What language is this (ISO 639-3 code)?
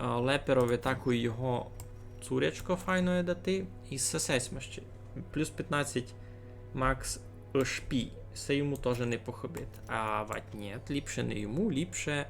rue